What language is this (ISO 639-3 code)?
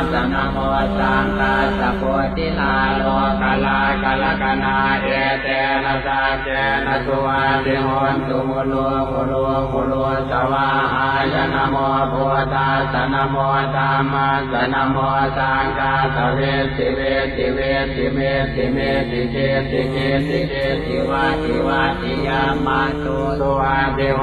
pli